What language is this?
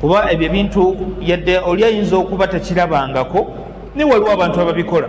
Ganda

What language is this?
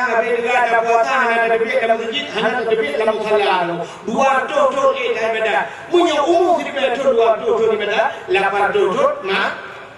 Achinese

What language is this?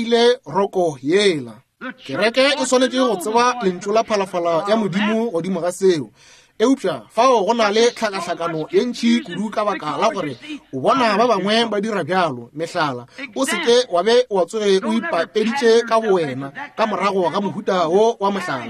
Northern Sotho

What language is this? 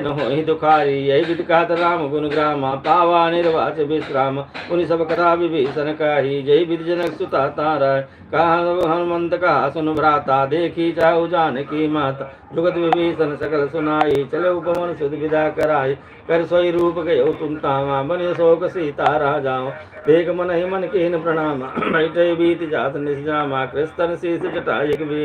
Awadhi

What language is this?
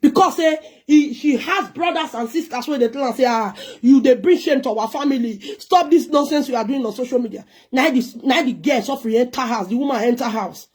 Nigerian Pidgin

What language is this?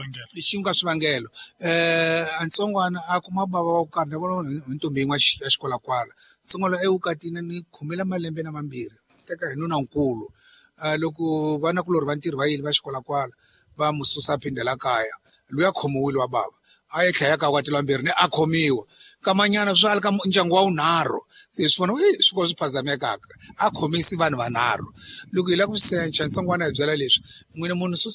Tsonga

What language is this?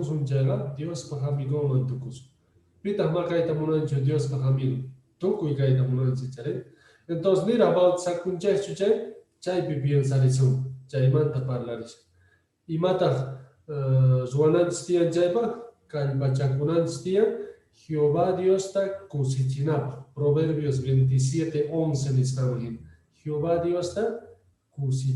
Quechua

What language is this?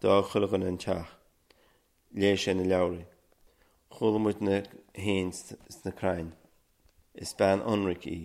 Irish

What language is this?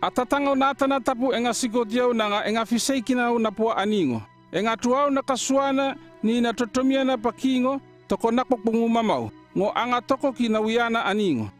North Efate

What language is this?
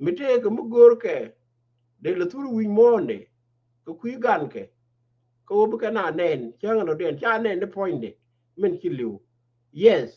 Nuer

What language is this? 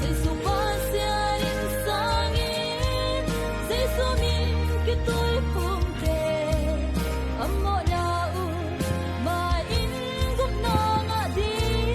Tedim Chin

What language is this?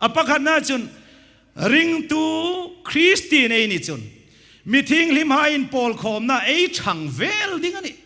Hmar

